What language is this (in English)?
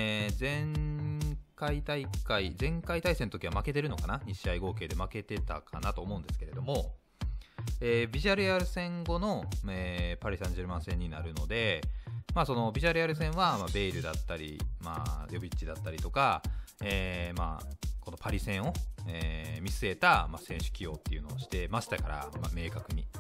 Japanese